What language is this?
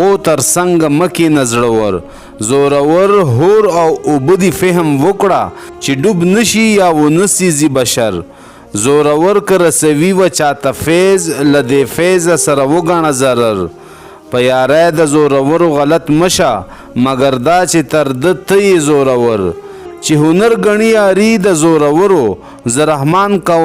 Pashto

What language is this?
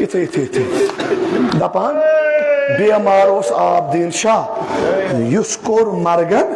Kashmiri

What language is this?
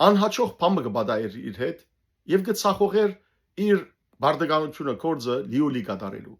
Western Armenian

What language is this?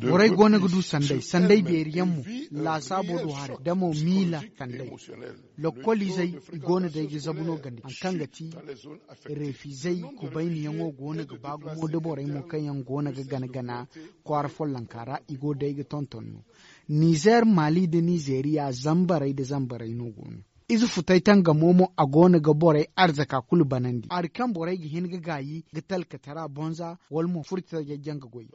Zarma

